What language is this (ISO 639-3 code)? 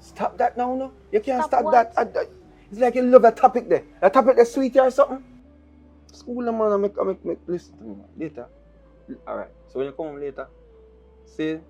jam